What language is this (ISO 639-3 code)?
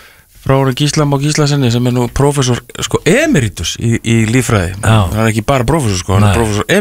isl